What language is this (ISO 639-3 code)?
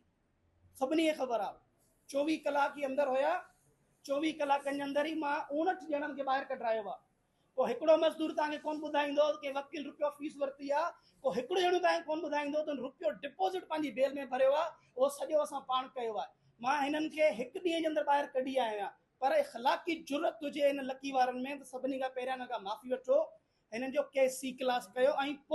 snd